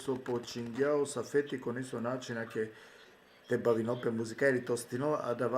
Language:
Balkan Romani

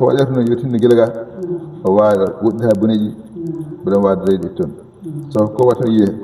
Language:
Fula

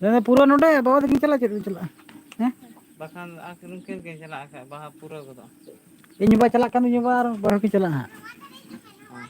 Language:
Santali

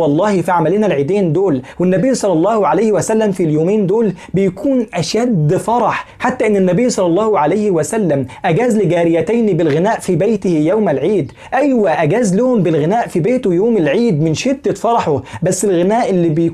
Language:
Egyptian Arabic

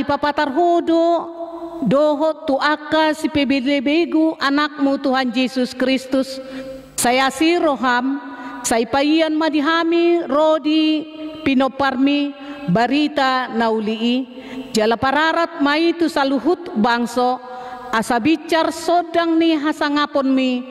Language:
Batak Toba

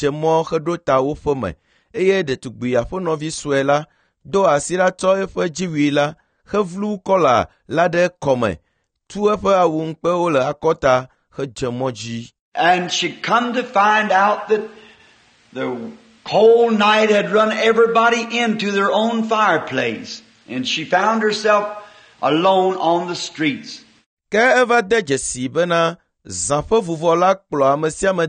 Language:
Ewe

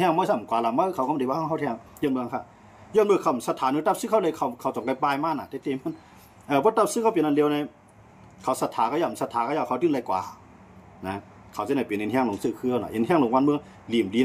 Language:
Shan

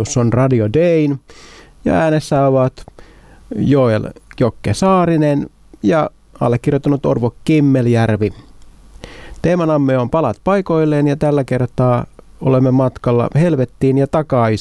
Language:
Finnish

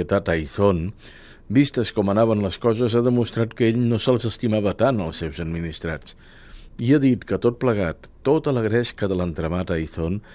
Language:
Catalan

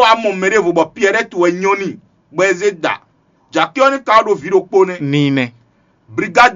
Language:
Fon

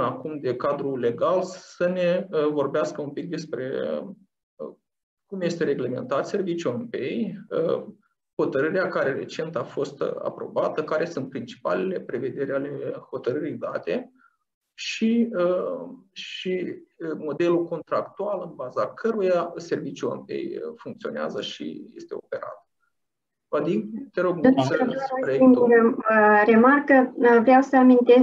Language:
Romanian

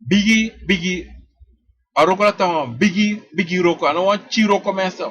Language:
Sranan Tongo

